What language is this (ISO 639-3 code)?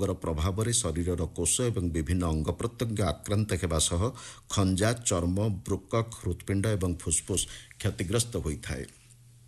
ori